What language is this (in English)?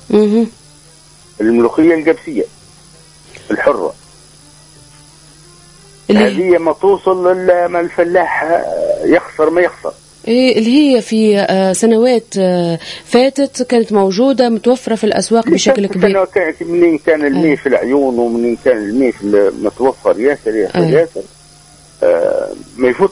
Tunisian Arabic